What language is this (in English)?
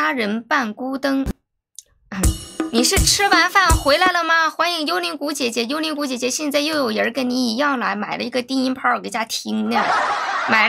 Chinese